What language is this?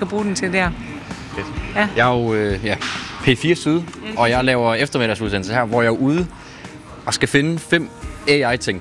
Danish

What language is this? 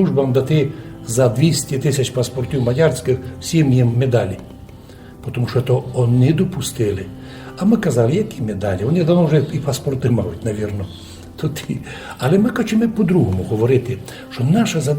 Rusyn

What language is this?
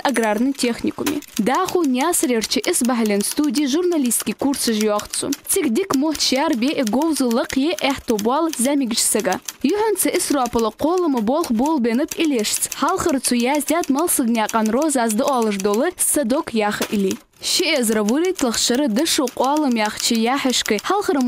Ingush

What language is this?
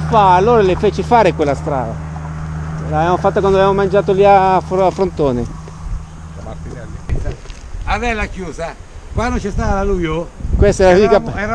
Italian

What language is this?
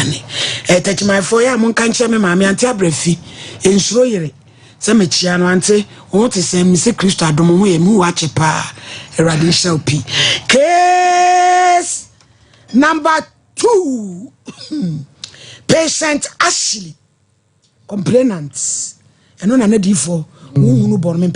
Akan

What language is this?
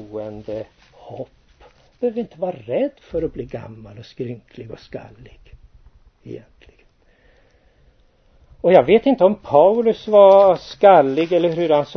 Swedish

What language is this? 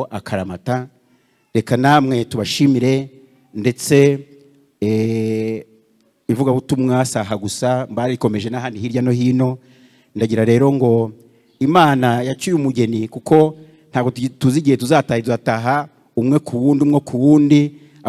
Kinyarwanda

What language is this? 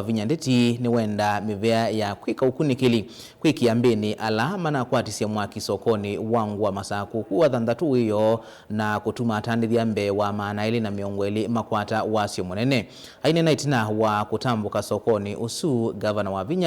Kamba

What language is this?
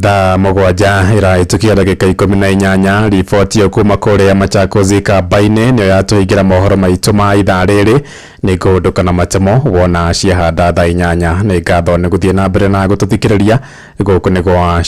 Kikuyu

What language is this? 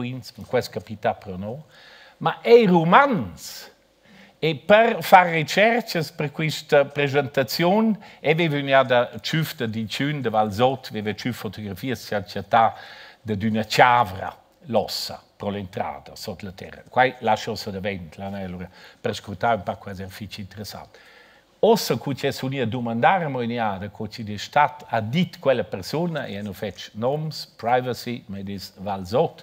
Romansh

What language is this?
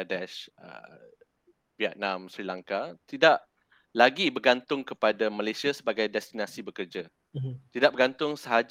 Malay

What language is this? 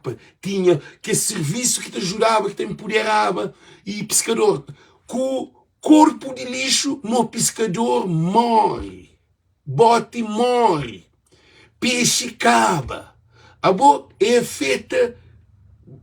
Kabuverdianu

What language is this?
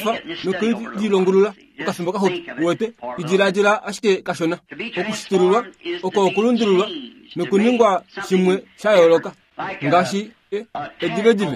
Kuanyama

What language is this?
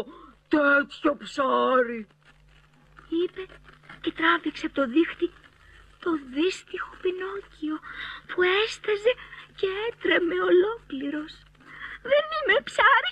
Greek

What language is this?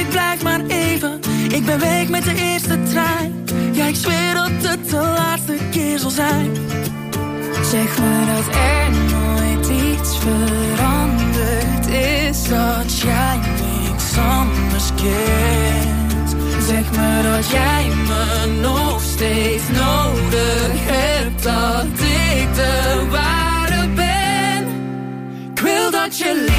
Dutch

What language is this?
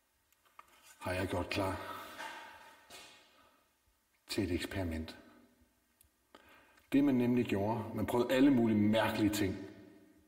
Danish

